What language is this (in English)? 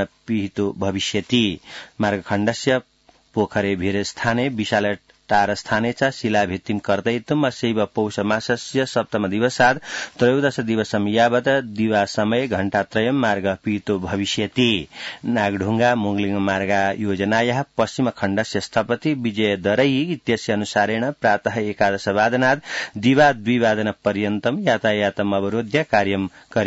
Sanskrit